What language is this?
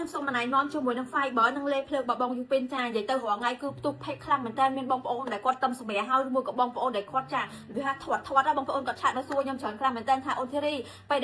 Khmer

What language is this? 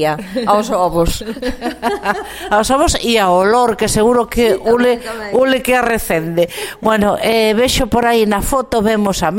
Galician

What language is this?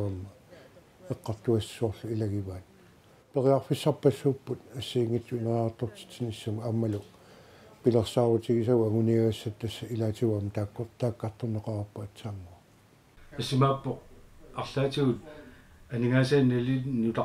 Kalaallisut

